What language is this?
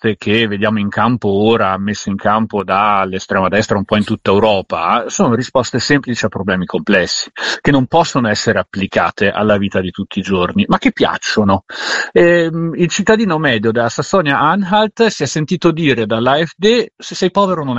Italian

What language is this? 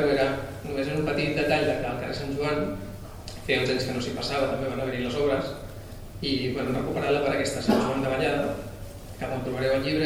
Catalan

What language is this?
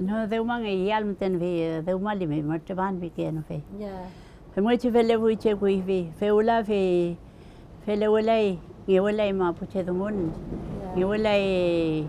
Mapuche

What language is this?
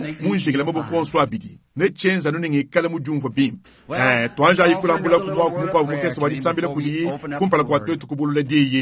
Luba-Lulua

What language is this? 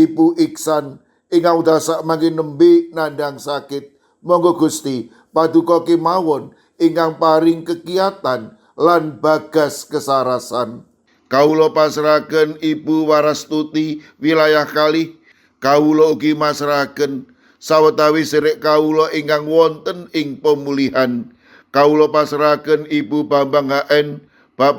Javanese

